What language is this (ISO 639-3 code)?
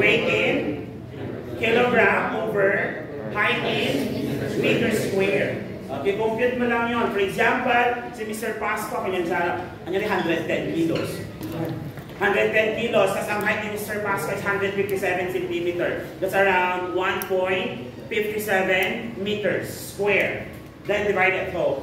fil